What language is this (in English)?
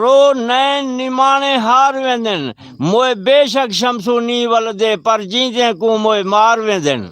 Saraiki